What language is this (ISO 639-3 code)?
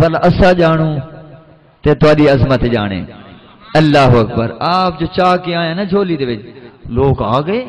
skr